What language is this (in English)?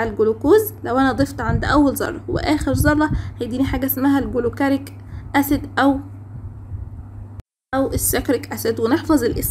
Egyptian Arabic